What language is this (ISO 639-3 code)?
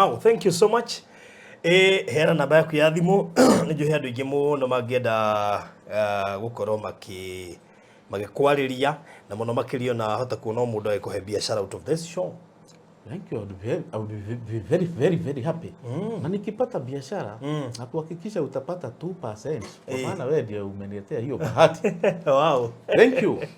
kik